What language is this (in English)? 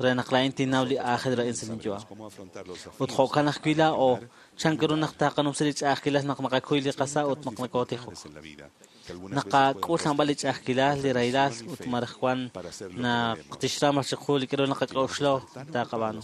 Kekchí